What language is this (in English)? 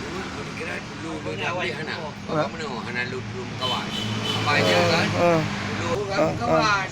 Achinese